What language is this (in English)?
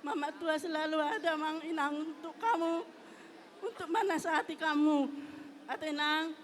Batak Toba